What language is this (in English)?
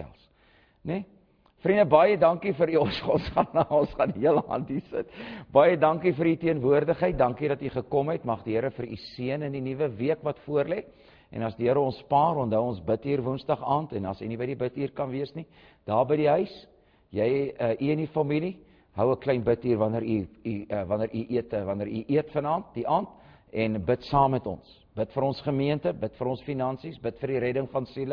Afrikaans